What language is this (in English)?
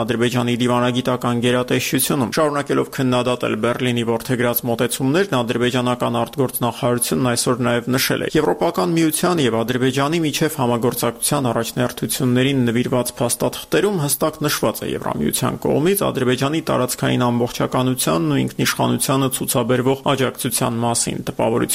Armenian